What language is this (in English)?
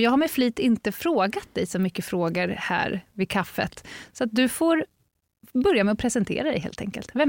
Swedish